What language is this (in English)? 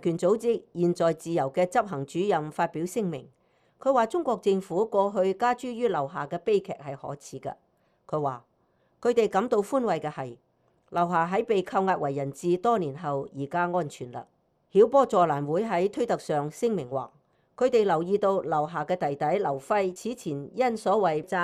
Cantonese